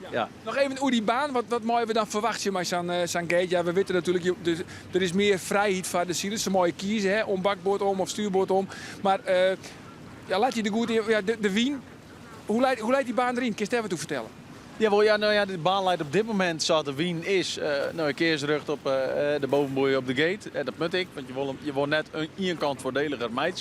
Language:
Western Frisian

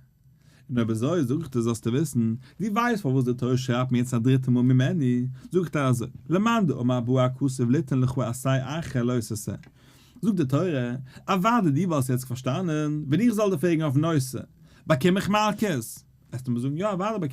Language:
Yiddish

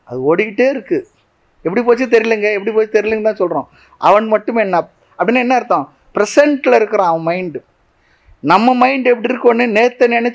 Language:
Tamil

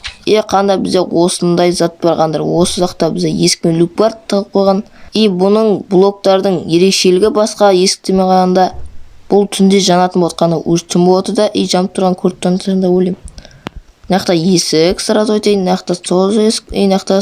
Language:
Kazakh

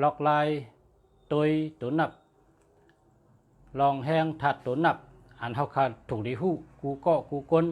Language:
Shan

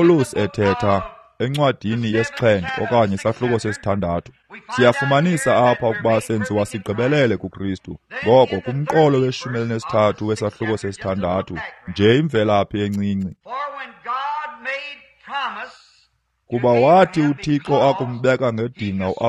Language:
Xhosa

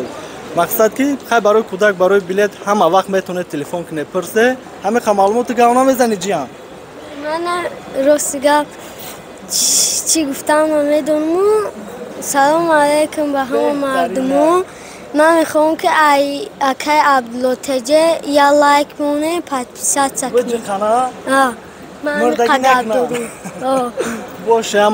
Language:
Tajik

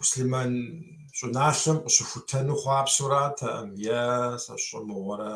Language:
Kabardian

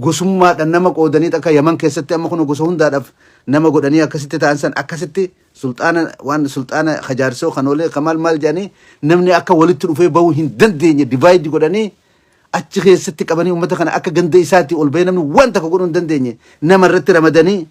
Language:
Oromo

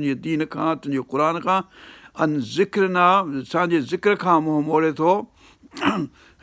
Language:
Sindhi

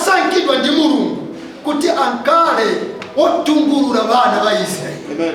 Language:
Nyanja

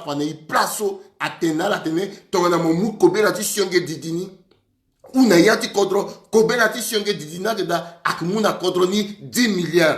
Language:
Sango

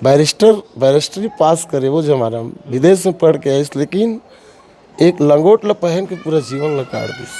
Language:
Chhattisgarhi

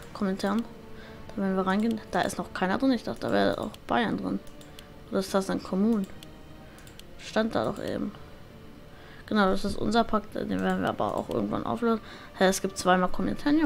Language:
German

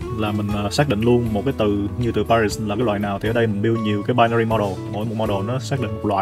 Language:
Vietnamese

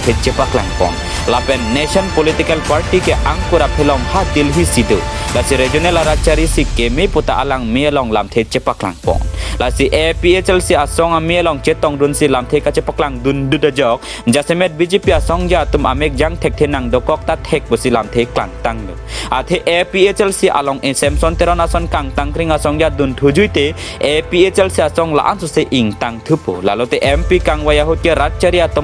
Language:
Karbi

